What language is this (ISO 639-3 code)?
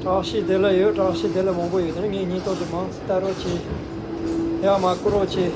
bod